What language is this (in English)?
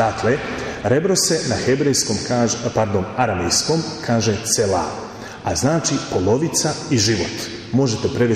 Croatian